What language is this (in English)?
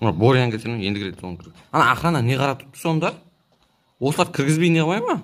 Kazakh